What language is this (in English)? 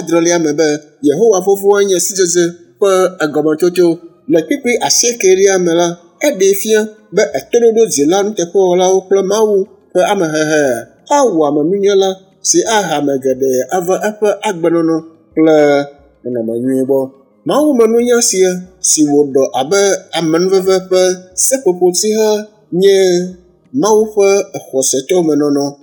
Ewe